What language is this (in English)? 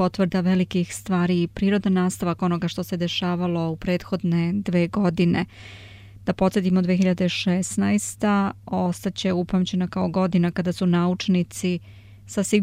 Serbian